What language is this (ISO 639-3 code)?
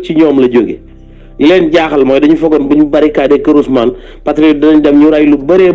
wol